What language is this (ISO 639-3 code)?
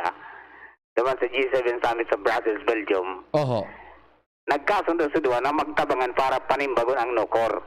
bik